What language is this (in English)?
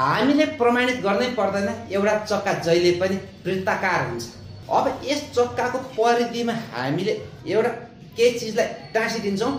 Nepali